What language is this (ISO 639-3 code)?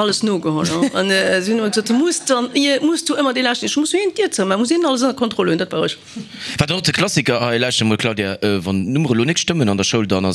ltz